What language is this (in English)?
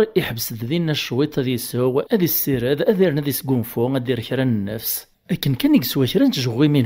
Kabyle